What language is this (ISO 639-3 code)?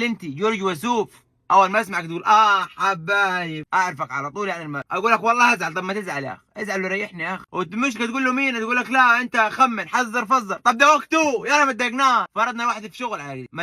arz